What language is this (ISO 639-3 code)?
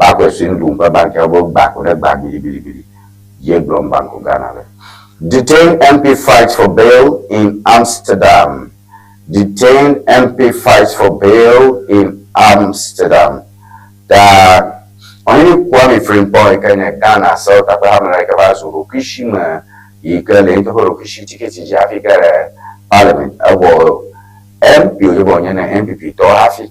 ewe